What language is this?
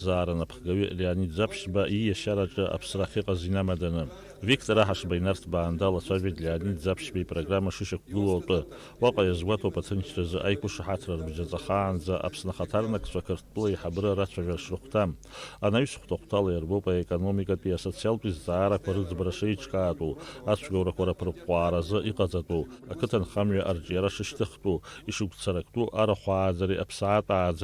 Abkhazian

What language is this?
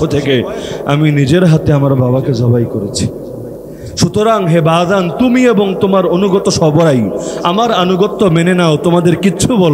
Bangla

